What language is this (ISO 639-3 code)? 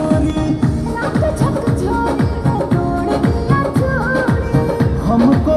bho